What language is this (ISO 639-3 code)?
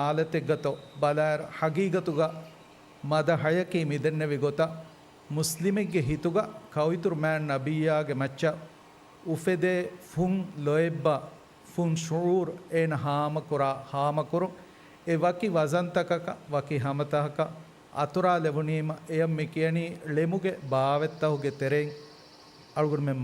div